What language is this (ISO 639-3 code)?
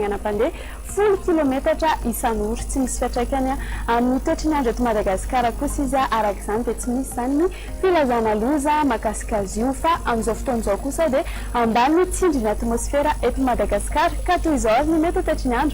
mlg